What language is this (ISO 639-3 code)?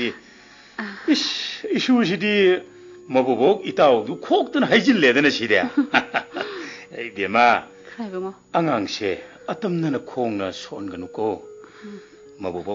mni